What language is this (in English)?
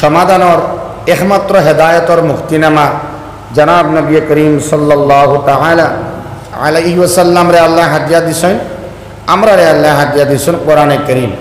Sylheti